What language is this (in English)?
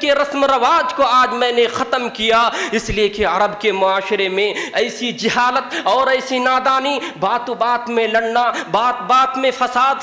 Urdu